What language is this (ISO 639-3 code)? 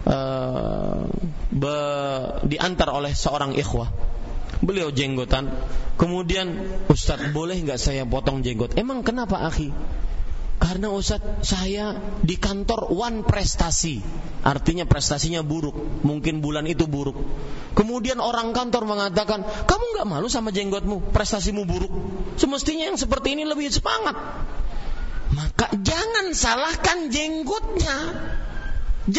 ind